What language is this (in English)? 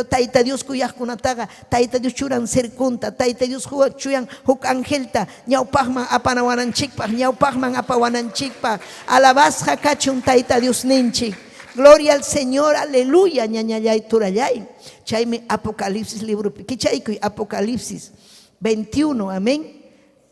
Ayacucho Quechua